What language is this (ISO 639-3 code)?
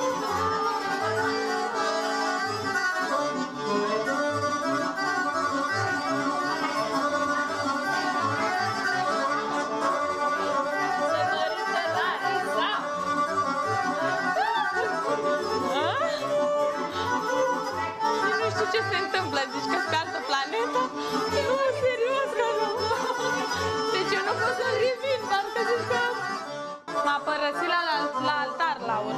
ron